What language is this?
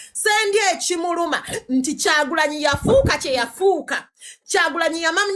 Ganda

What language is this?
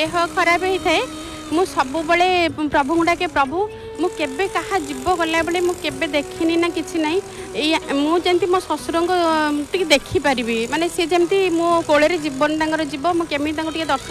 Odia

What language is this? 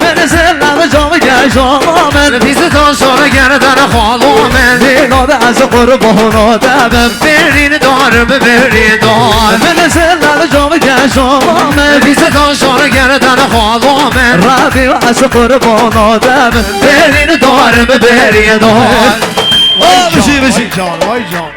Kurdish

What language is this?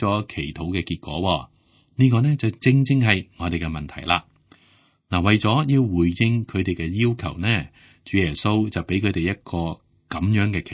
Cantonese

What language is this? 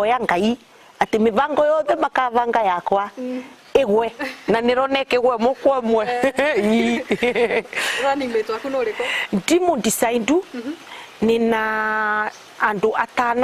Meru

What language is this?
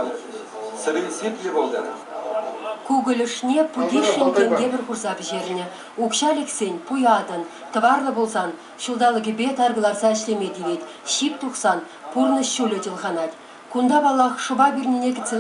Chuvash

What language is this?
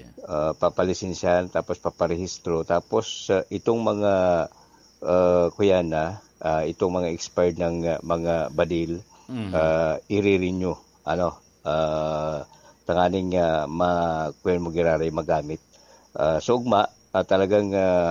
Bikol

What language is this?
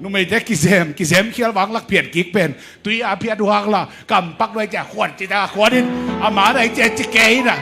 Tedim Chin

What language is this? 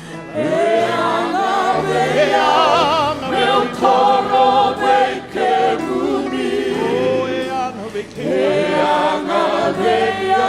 Fijian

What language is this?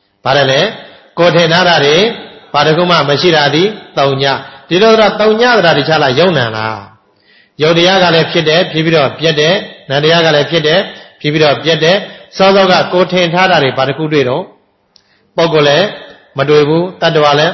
Burmese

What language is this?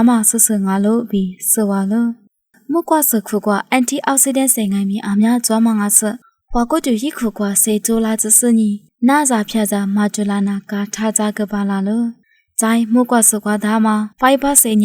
Lisu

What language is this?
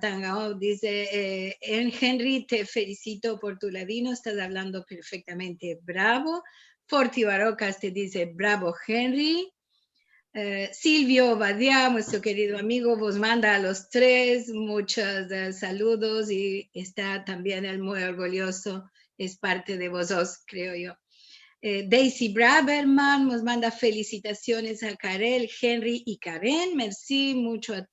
Ladino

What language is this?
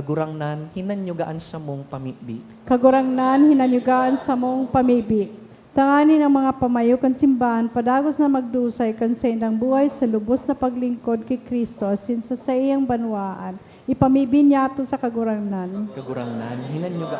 Bikol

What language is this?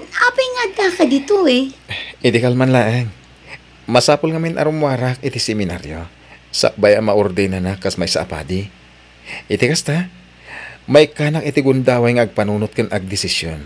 Iloko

